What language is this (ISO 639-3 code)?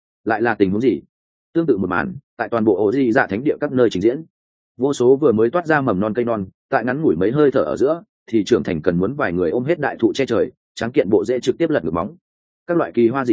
vie